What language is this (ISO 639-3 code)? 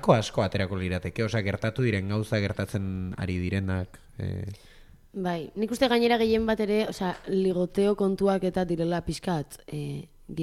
eus